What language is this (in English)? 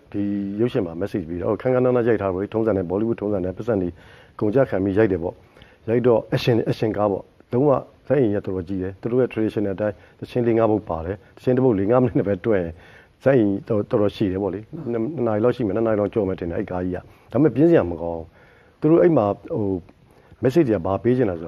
Burmese